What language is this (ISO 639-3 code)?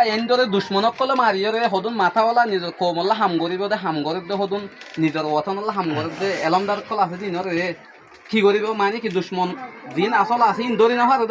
rhg